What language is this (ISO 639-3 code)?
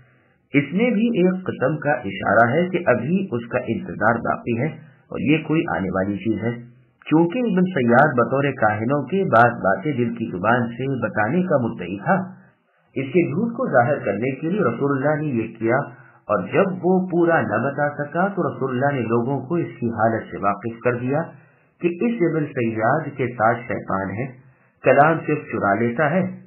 urd